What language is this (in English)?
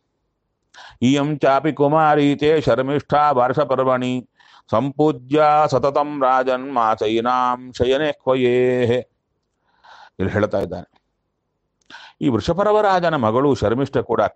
Kannada